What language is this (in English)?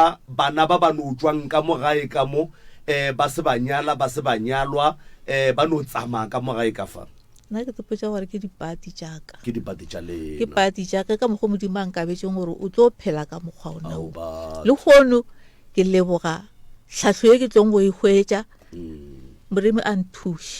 Northern Sotho